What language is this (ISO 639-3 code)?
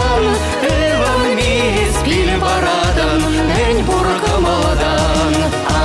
chv